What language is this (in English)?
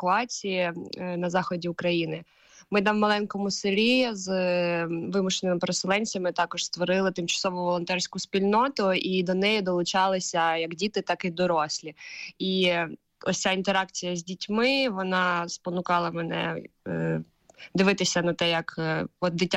Ukrainian